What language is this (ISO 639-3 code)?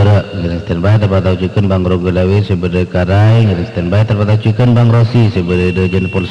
mad